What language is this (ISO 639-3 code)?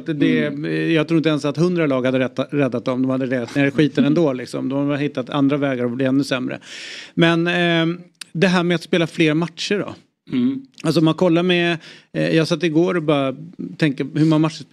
swe